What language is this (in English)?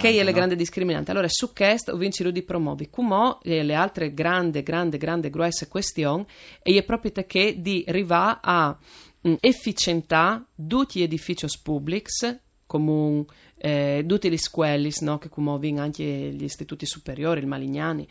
Friulian